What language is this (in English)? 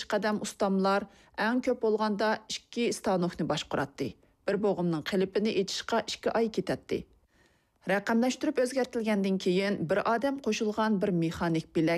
Uyghur